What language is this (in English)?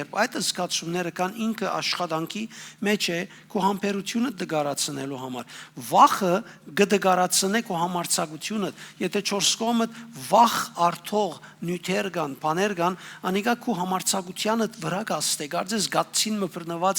Western Armenian